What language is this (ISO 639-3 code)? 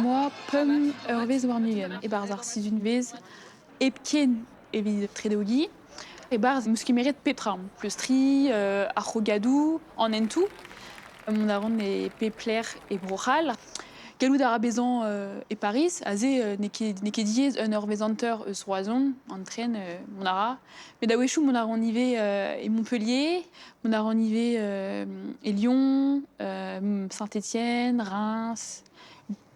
bre